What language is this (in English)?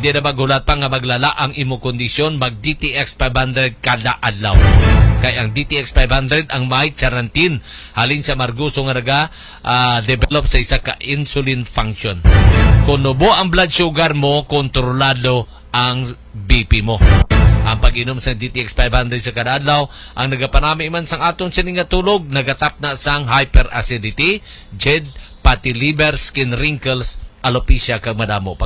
Hiligaynon